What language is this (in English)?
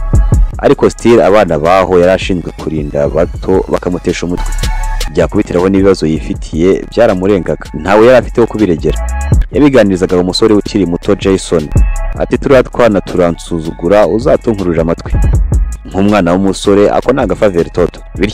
Kinyarwanda